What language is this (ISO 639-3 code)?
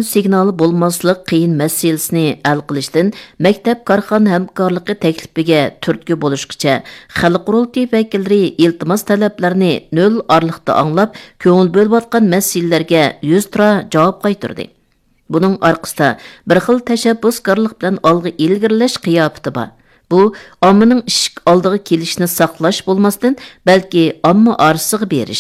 uig